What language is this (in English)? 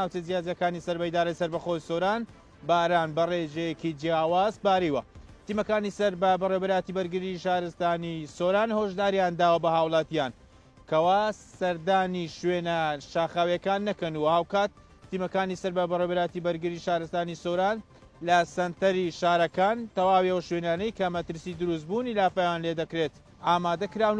Central Kurdish